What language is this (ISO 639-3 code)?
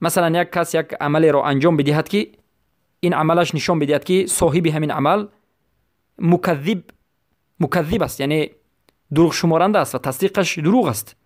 fas